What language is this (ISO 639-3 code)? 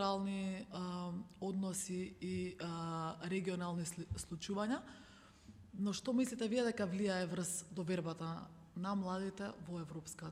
mkd